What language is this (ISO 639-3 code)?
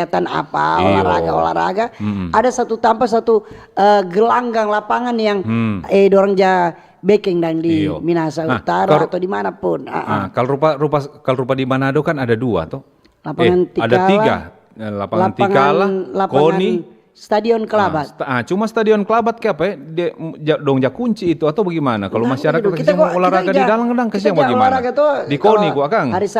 xmm